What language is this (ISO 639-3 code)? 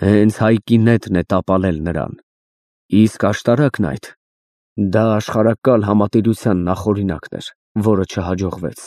hye